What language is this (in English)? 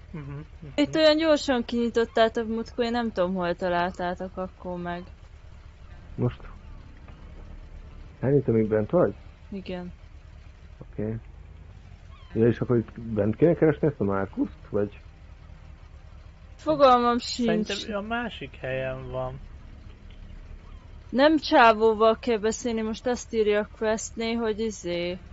Hungarian